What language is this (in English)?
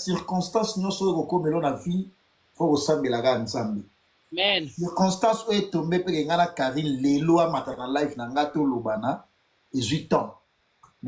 Lingala